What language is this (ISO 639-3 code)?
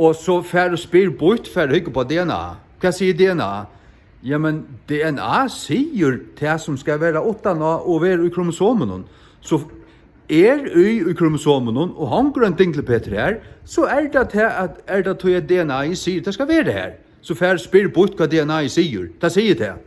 fao